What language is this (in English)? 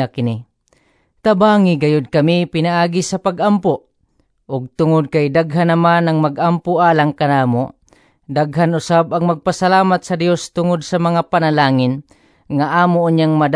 Cebuano